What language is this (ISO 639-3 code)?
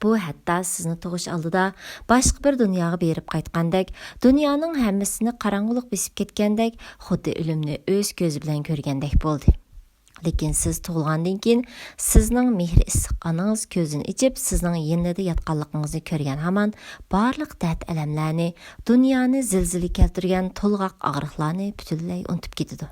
uig